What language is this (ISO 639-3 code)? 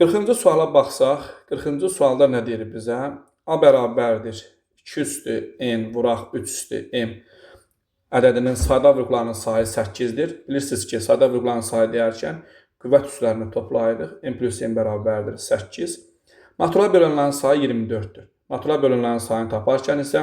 aze